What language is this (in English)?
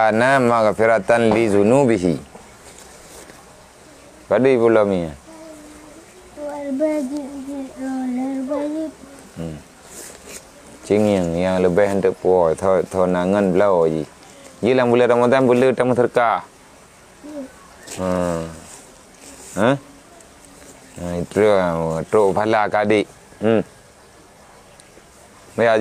Malay